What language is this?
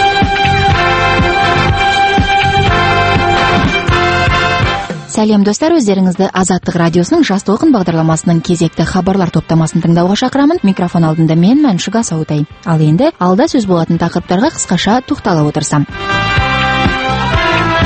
Kazakh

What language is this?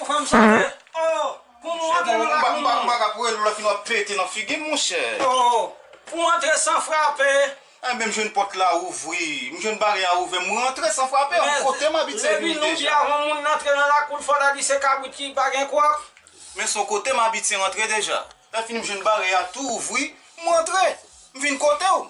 Haitian Creole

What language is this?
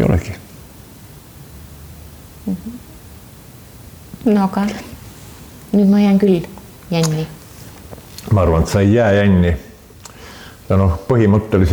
Estonian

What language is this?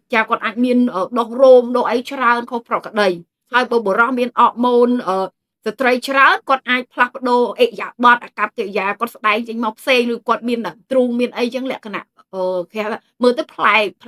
Khmer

